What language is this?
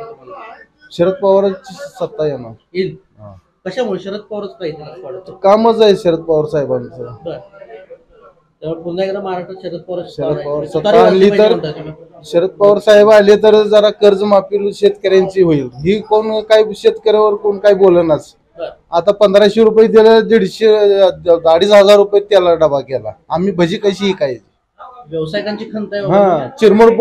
Marathi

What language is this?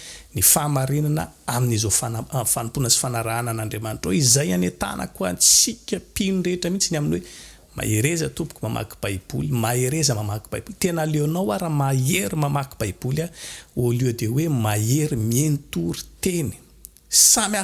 Malagasy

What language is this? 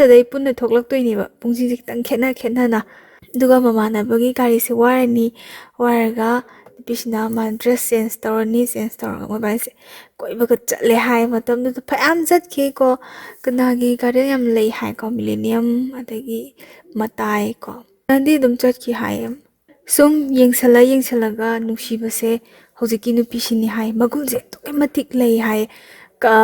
Manipuri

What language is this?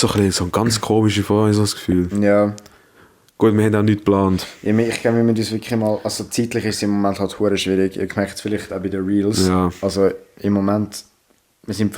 Swiss German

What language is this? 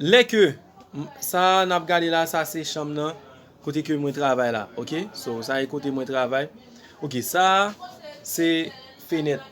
Haitian Creole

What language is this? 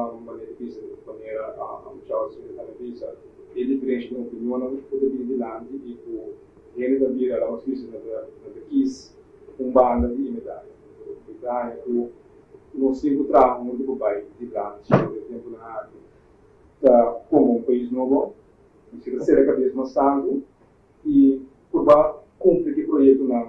Papiamento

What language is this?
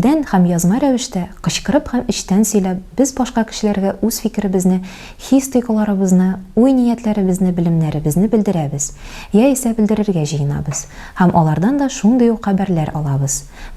Tatar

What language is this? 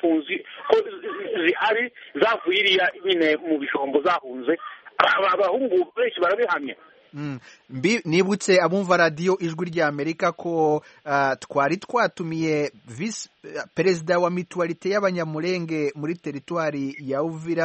Kinyarwanda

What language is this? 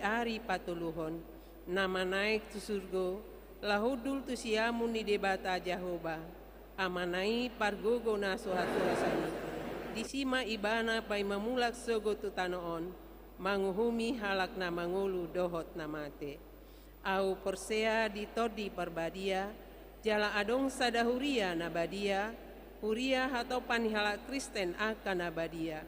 Batak Toba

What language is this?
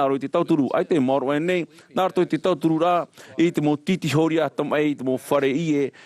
Tahitian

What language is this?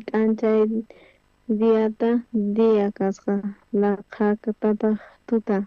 South Bolivian Quechua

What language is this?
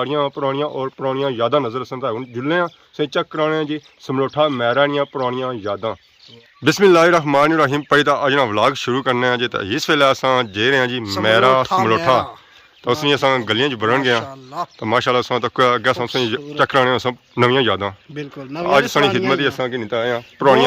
Pahari-Potwari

